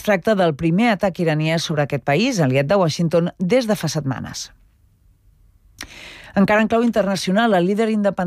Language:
Catalan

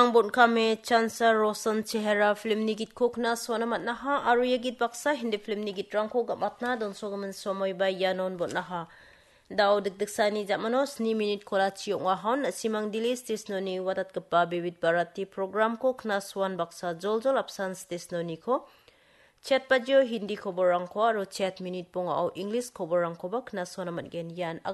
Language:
Garo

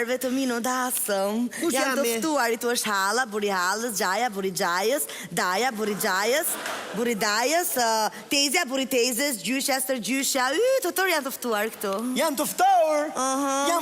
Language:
Albanian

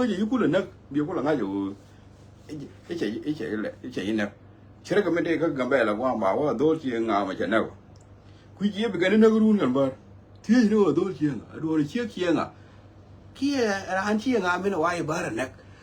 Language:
Nuer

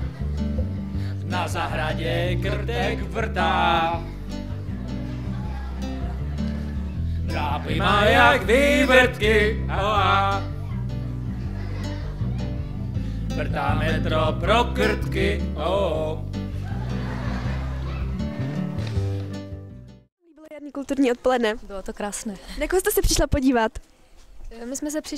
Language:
Czech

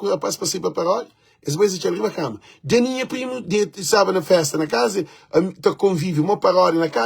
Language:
Kabuverdianu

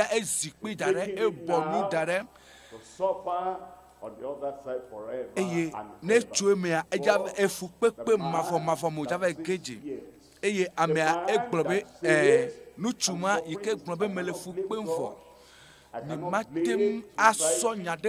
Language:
Ewe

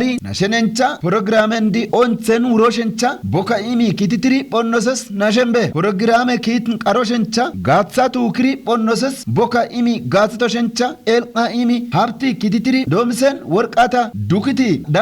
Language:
Kafa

